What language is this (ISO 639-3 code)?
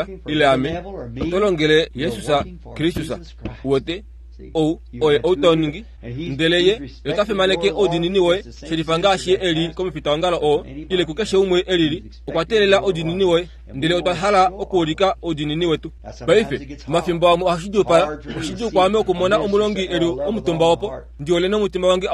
kua